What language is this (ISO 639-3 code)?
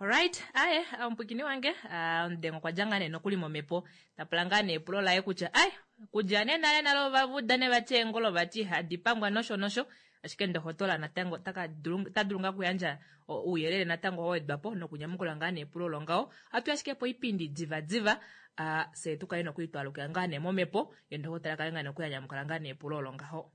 kua